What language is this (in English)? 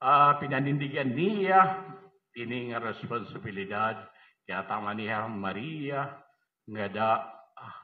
Waray